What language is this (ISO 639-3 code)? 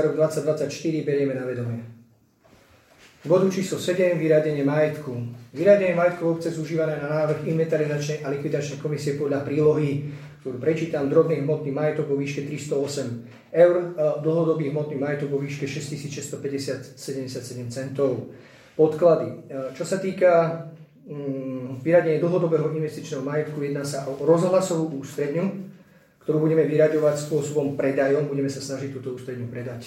slk